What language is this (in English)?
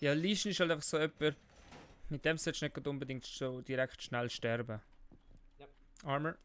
Swiss German